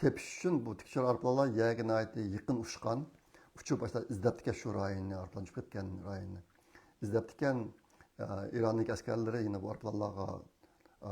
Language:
Uyghur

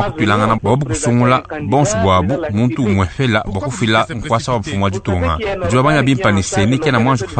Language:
Luba-Lulua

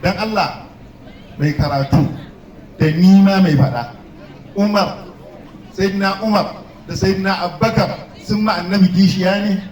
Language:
Hausa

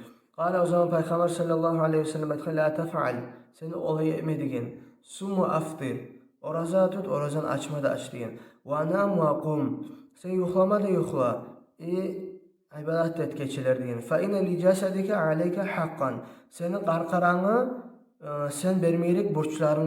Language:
Kumyk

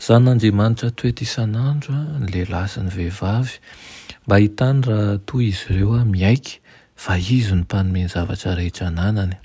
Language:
Malagasy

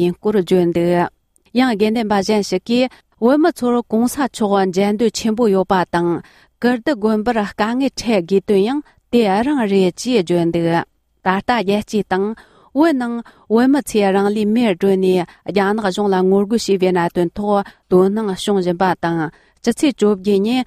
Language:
Tibetan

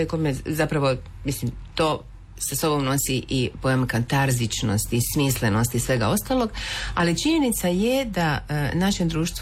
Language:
Croatian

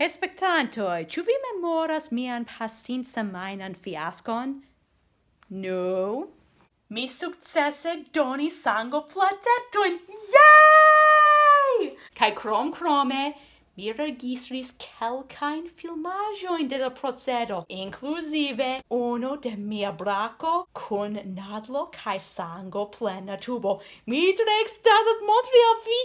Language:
Esperanto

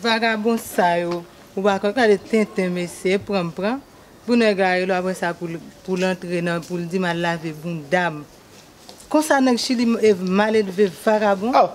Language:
Haitian Creole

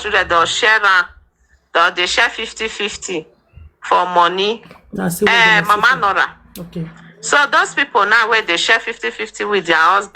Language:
Nigerian Pidgin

